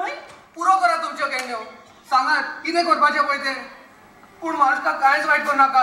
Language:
Konkani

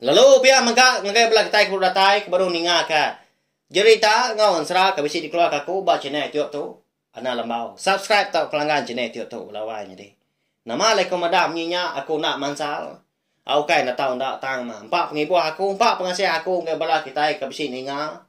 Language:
Iban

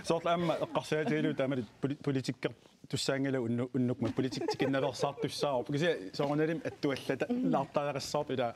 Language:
Kalaallisut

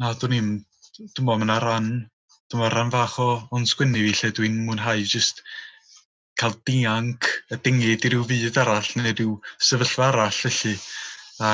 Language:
Welsh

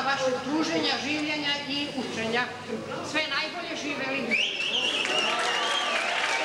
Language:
Serbian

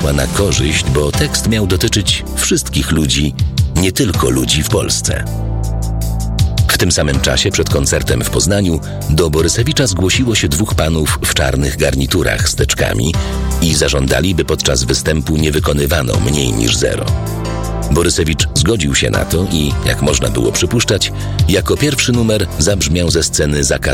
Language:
Polish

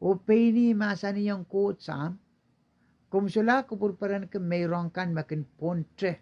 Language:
Pohnpeian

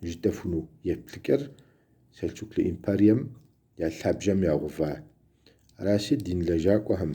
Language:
Kabardian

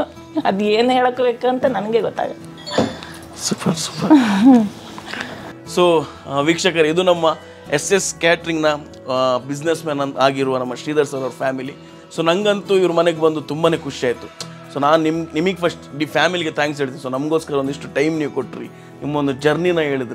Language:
Kannada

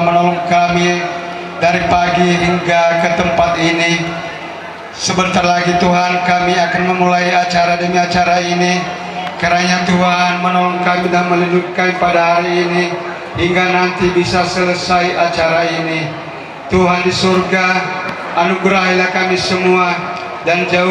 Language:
Nias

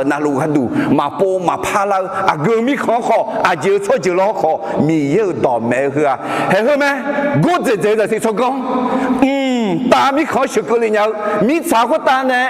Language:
Akha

